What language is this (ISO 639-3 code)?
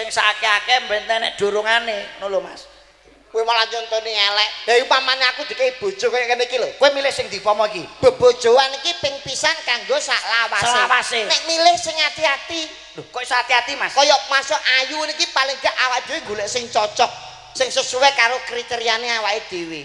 jav